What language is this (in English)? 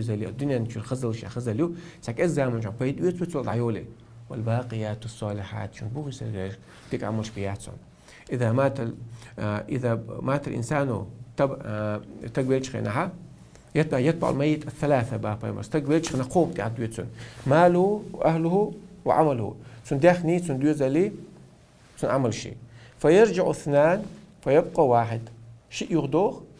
Chechen